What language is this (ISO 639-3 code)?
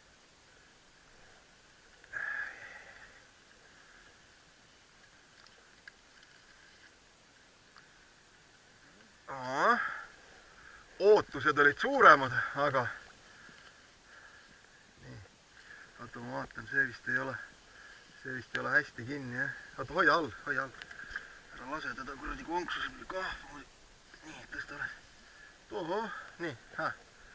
est